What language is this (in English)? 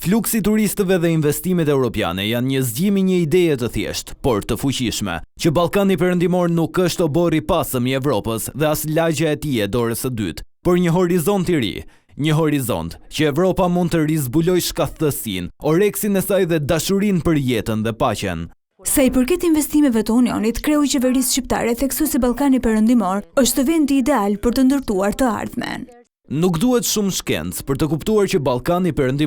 Albanian